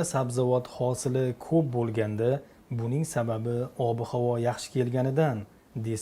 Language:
Uzbek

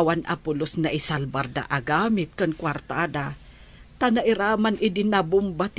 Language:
Iloko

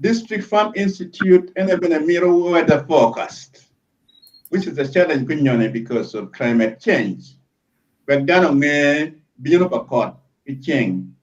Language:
Acoli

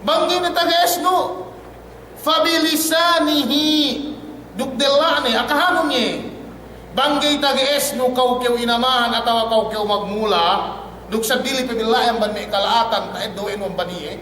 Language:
Yakan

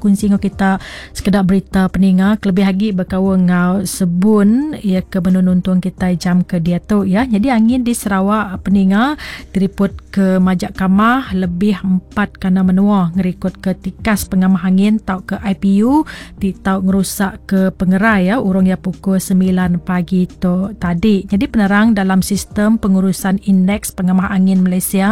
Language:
Iban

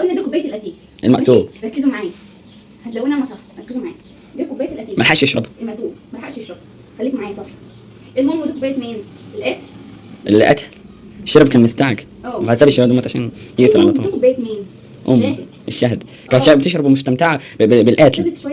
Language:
Egyptian Arabic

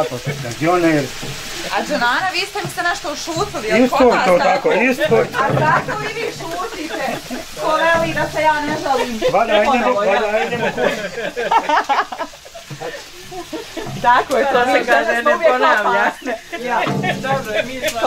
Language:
Bosnian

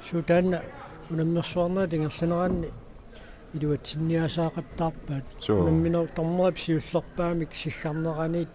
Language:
Kalaallisut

